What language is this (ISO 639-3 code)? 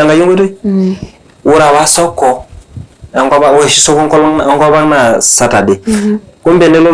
mas